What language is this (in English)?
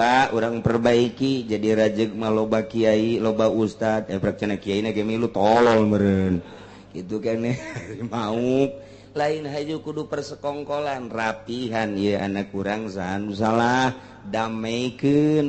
Sundanese